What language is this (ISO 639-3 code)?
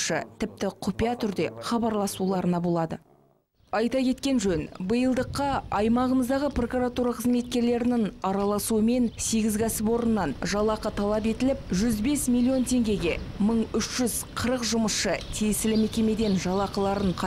kaz